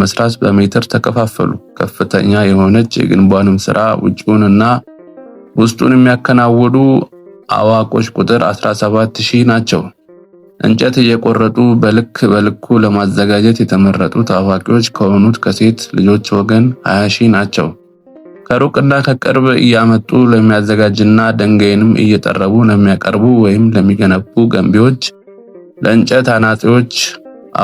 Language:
Amharic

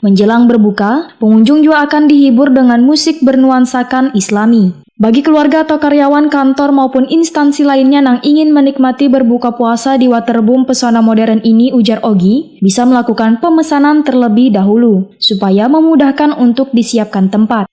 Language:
Banjar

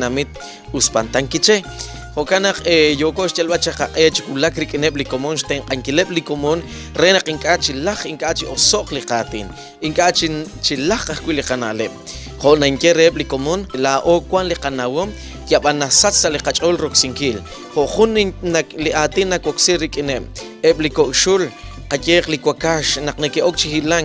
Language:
Kekchí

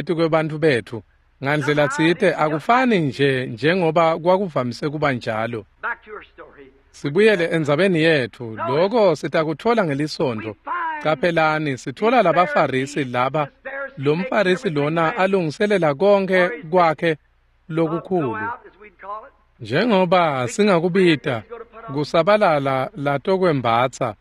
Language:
Swati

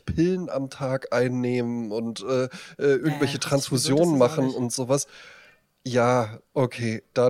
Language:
German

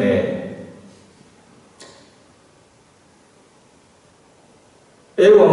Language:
Burmese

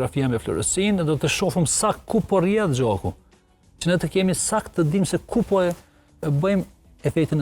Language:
Albanian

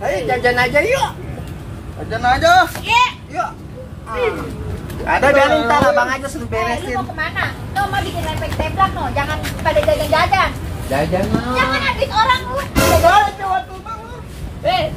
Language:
Betawi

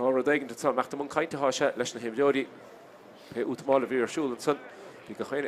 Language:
Irish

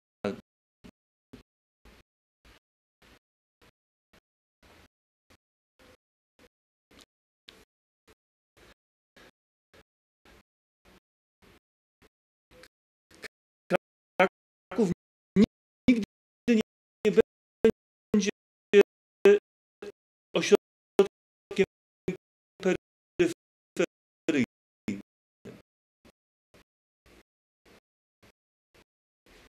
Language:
Polish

